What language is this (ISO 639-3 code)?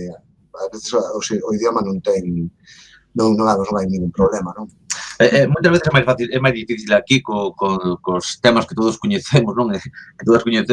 glg